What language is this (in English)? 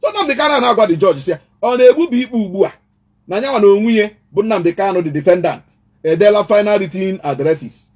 Igbo